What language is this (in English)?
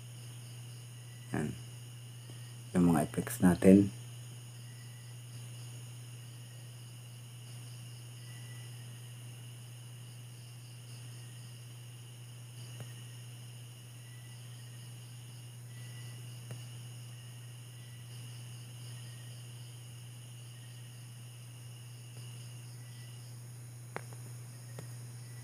Filipino